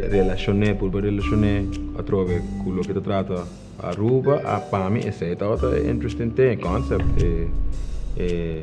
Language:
Papiamento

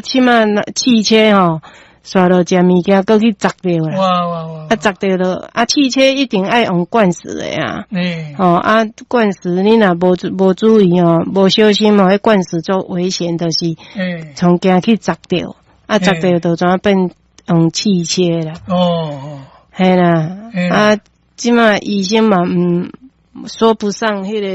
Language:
Min Nan Chinese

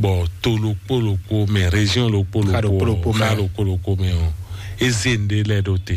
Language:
Fon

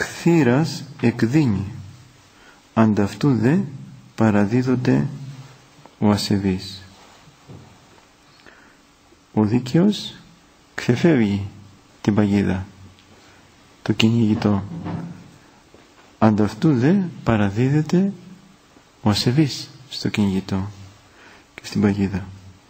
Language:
Greek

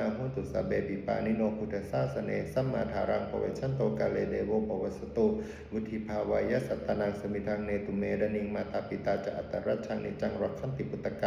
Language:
Pali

